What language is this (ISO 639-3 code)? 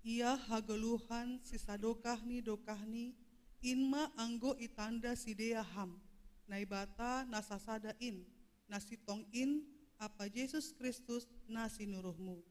bts